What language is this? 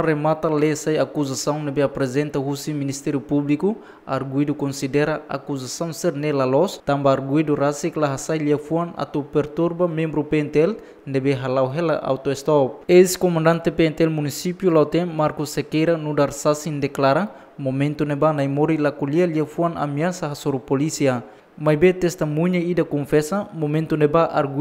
Tetum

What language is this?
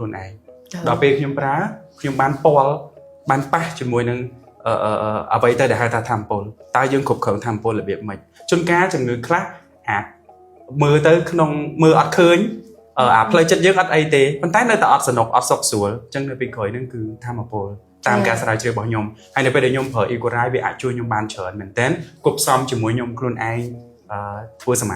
Khmer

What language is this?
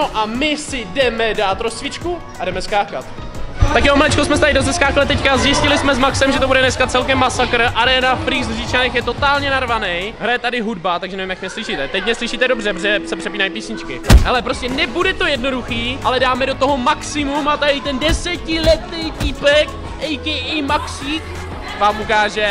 Czech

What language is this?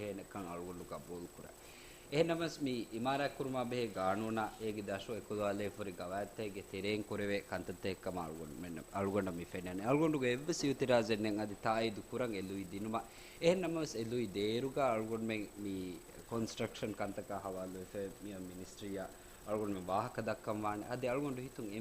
Divehi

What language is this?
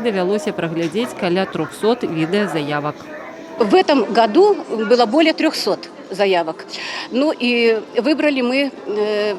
Belarusian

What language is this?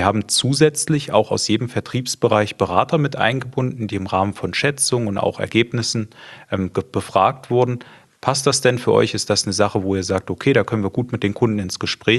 German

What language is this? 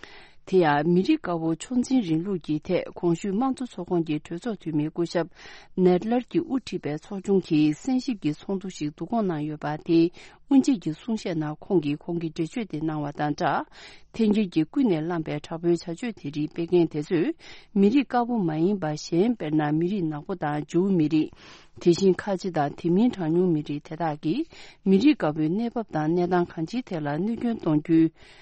Tibetan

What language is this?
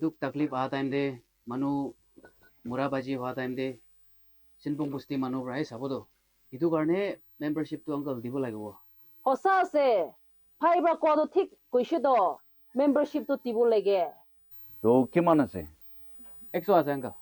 Naga Pidgin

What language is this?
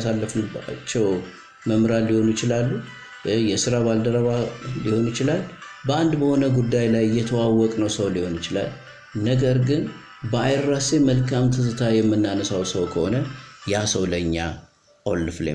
Amharic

